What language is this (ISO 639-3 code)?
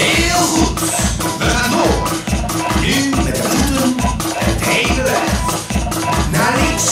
lim